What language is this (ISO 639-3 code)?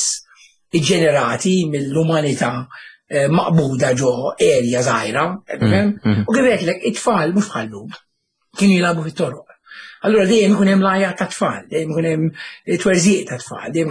mlt